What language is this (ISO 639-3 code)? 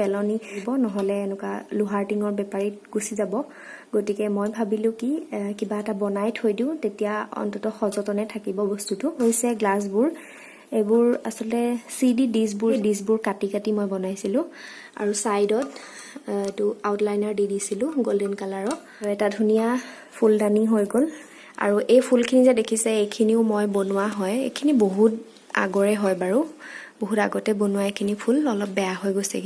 asm